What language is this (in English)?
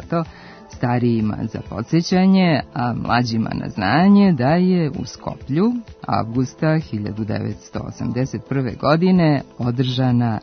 Serbian